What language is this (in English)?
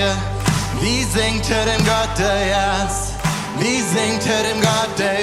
Plautdietsch